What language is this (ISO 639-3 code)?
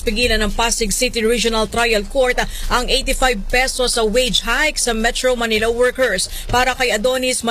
fil